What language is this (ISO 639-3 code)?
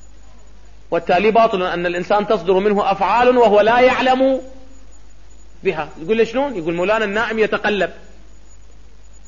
ara